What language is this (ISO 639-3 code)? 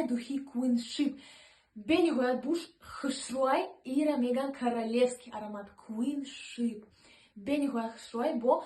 tgk